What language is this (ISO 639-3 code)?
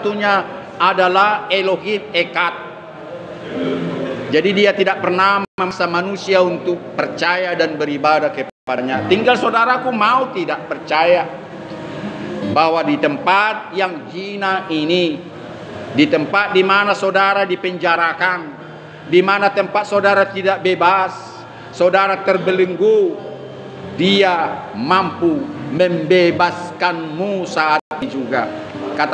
ind